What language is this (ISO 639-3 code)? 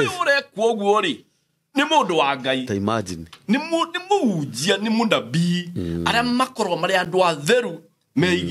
kik